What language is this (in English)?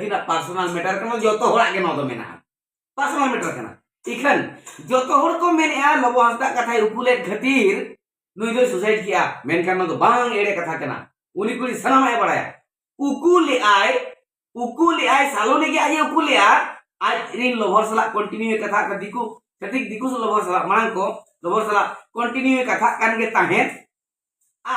Santali